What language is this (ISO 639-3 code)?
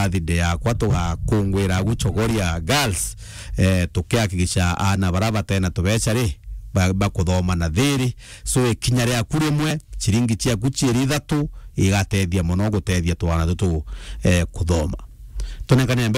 mer